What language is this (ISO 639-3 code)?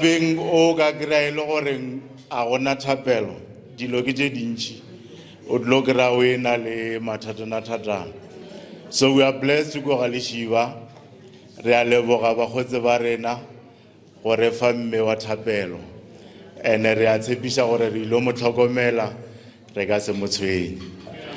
nso